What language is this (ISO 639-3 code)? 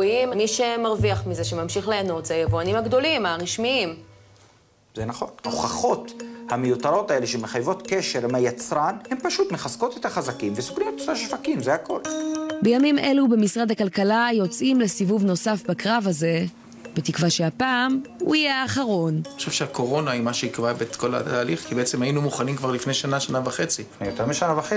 heb